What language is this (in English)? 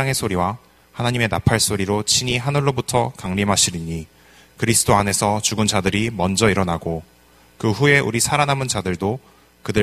Korean